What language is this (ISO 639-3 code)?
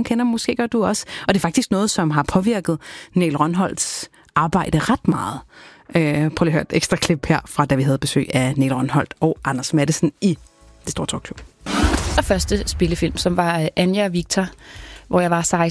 dan